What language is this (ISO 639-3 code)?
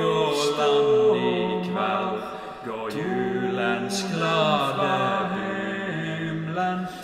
nor